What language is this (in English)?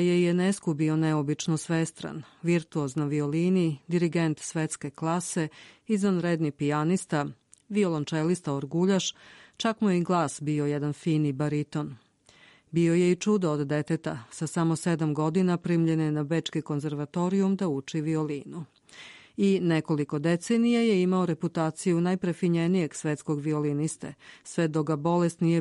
Serbian